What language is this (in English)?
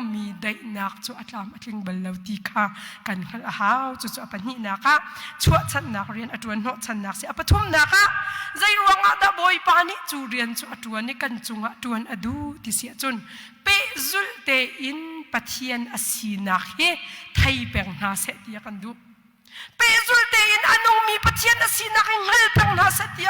Hakha Chin